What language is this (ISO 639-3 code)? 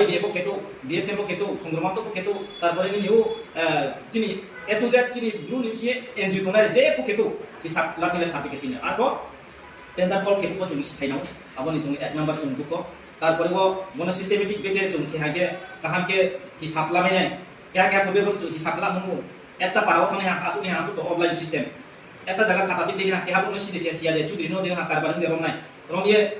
ria